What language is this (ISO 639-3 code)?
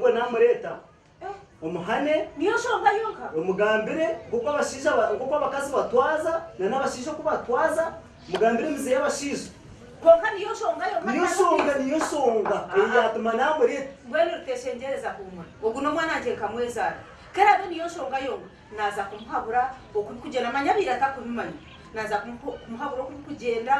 nyn